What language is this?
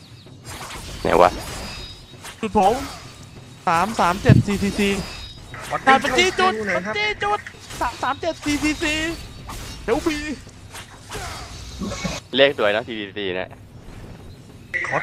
Thai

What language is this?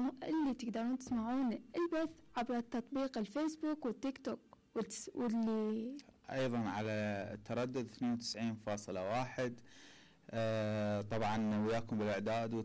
Mesopotamian Arabic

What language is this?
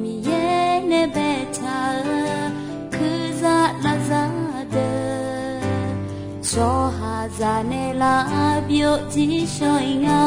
Akha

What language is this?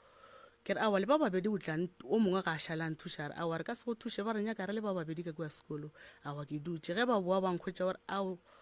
Northern Sotho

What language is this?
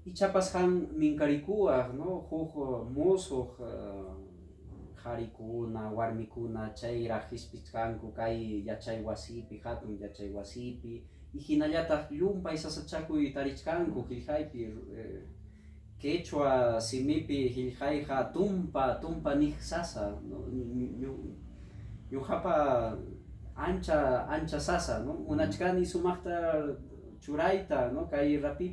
Ayacucho Quechua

